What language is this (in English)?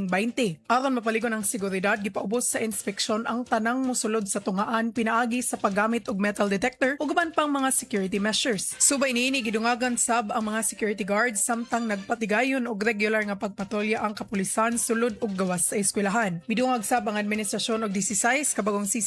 Cebuano